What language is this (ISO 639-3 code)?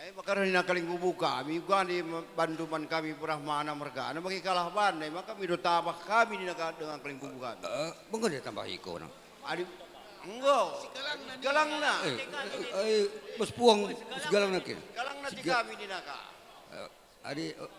btx